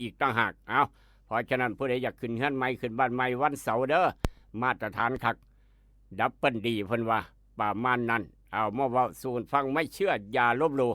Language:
Northeastern Thai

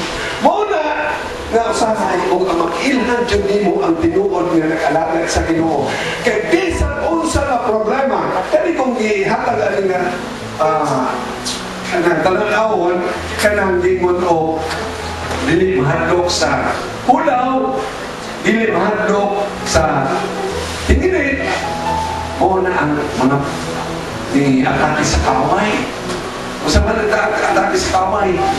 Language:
Cebuano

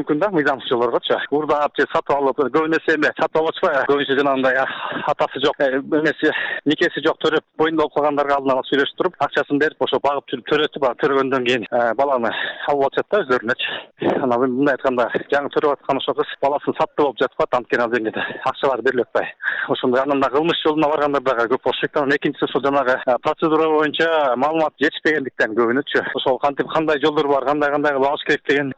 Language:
Kyrgyz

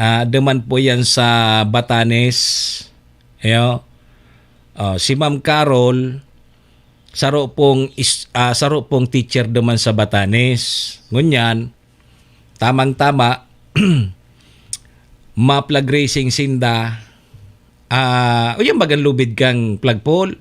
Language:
Bikol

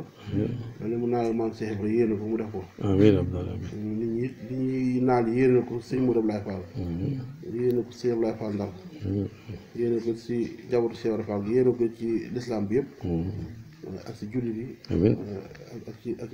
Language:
Wolof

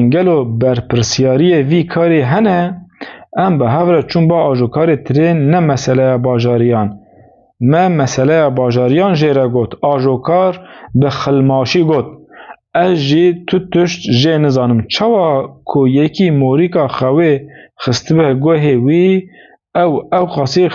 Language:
Kurdish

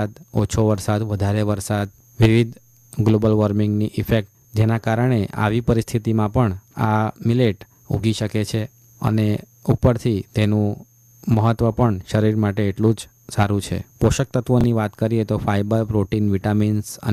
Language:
Gujarati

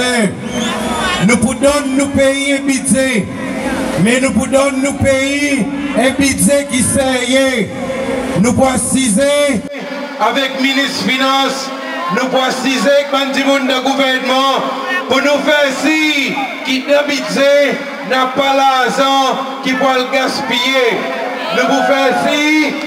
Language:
Seselwa Creole French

